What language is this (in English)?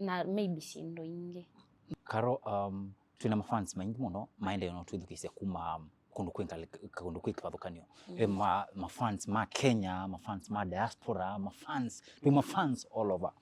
Kamba